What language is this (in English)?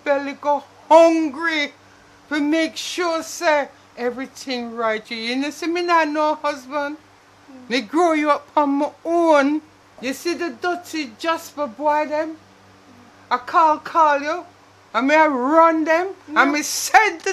Jamaican Creole English